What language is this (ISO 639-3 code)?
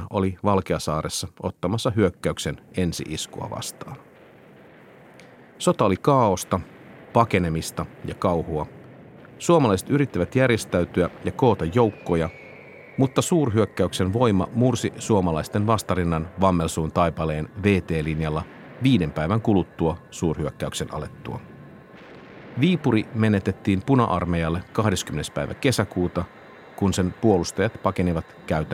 fin